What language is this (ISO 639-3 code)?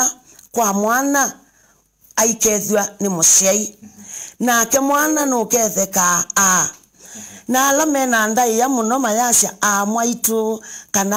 kam